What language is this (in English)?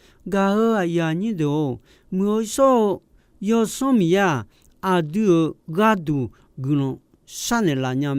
Akha